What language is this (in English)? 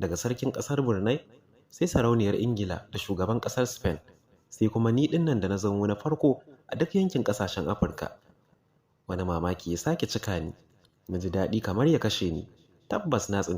Hausa